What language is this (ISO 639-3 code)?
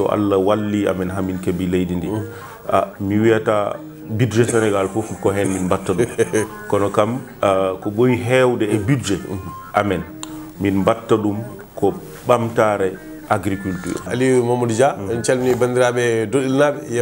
ful